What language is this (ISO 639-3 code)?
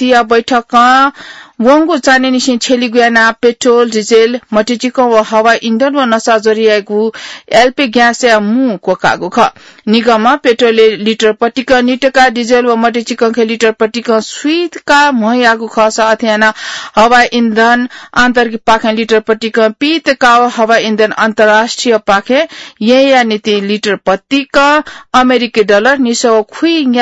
new